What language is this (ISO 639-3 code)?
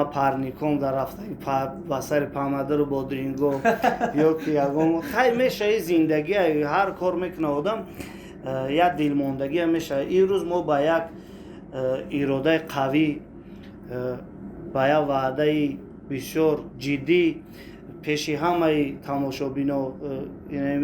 tgk